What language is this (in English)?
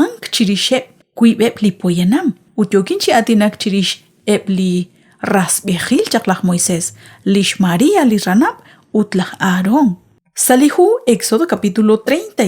Kekchí